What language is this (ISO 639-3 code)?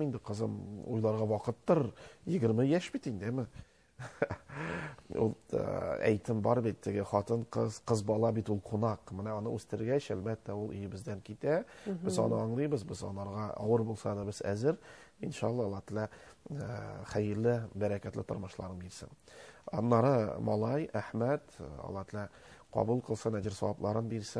tat